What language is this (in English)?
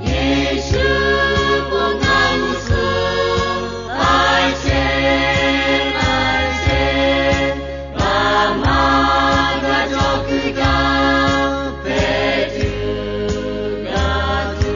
Lahu